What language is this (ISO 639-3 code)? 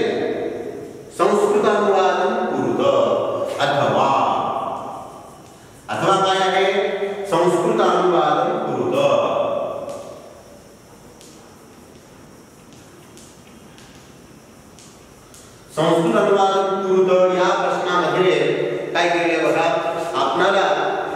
mar